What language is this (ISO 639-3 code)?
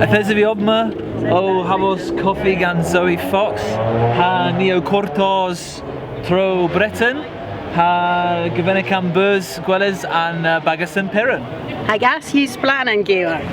cor